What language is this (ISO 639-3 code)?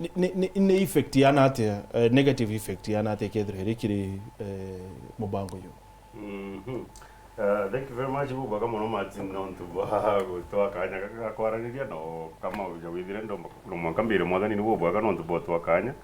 mer